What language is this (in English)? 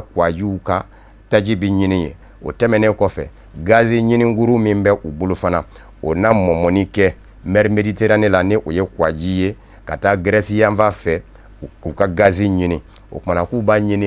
Bambara